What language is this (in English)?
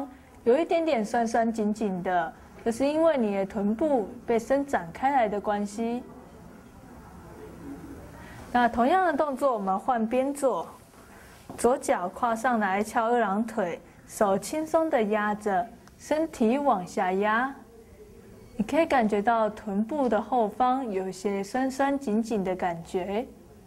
Chinese